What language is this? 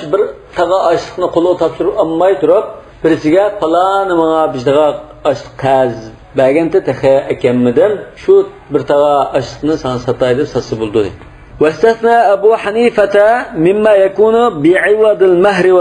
Uyghur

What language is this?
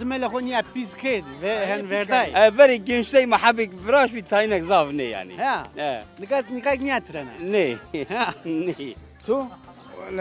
Zaza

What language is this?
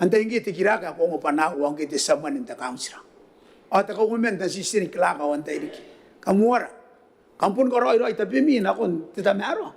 Gilbertese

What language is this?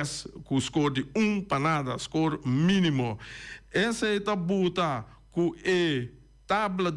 Papiamento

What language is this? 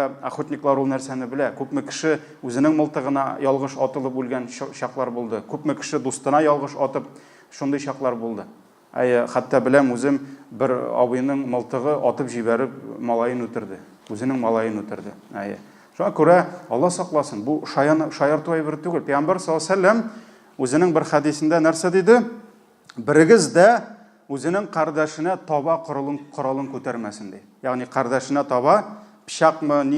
Tatar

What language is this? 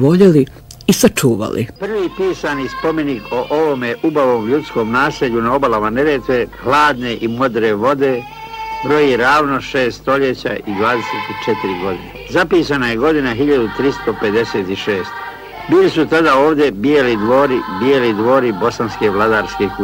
Bosnian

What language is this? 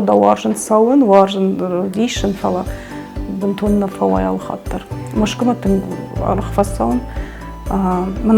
Ossetic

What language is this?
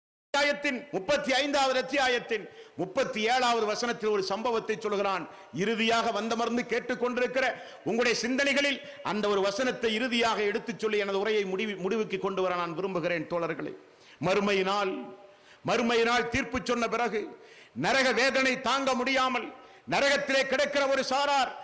Tamil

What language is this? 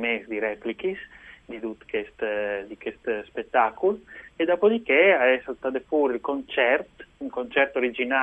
Friulian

